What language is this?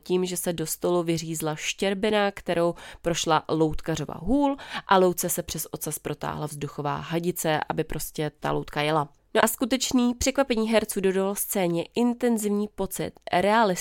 Czech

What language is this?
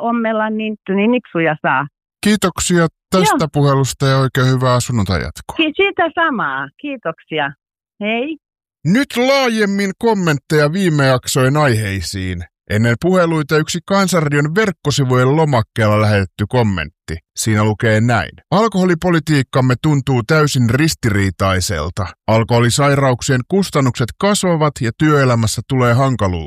Finnish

